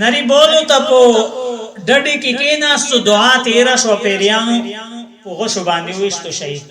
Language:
Pashto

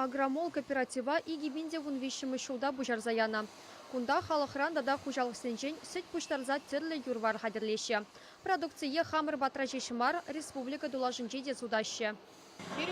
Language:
Chuvash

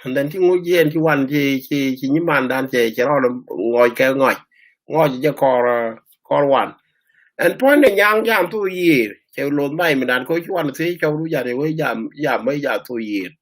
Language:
Nuer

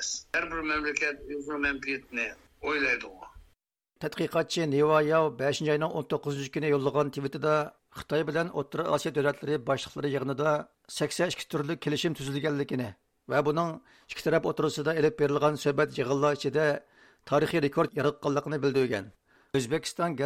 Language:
Uyghur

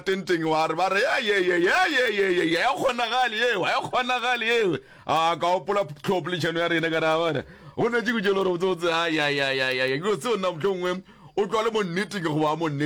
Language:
Northern Sotho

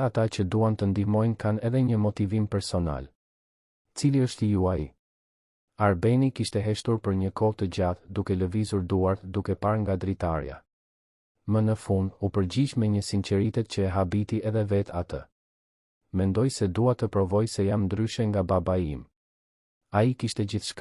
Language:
Albanian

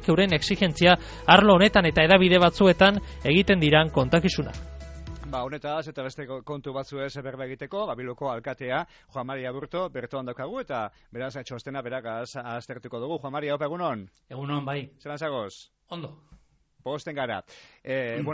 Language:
Basque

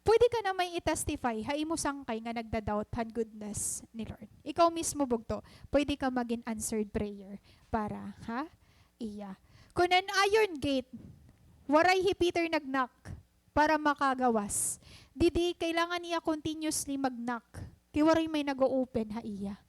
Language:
Waray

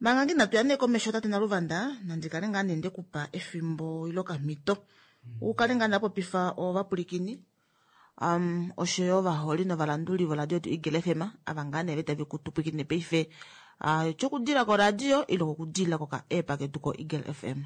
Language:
Kuanyama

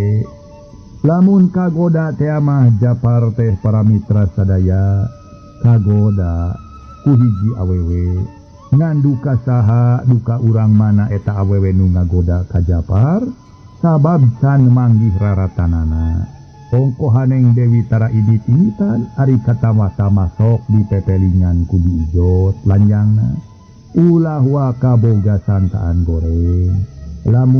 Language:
Sundanese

